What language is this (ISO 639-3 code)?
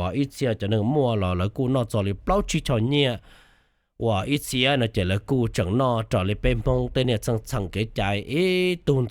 hmn